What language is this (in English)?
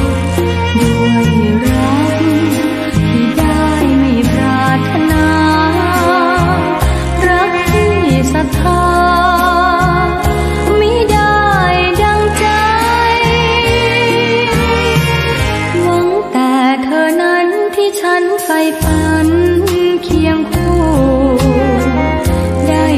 Thai